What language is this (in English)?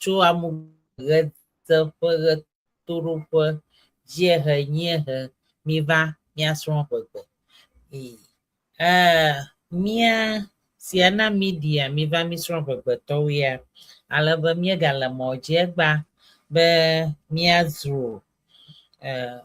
Ewe